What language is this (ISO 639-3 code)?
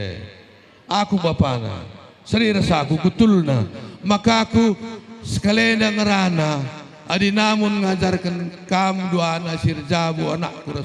btx